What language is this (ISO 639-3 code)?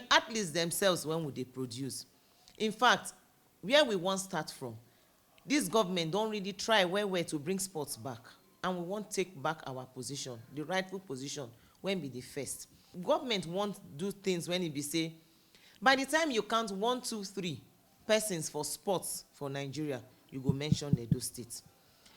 pcm